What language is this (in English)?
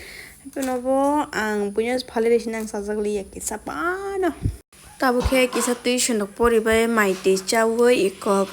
Kok Borok